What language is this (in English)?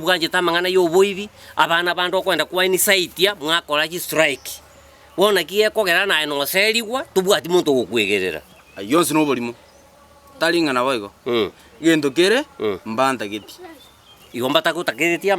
Gusii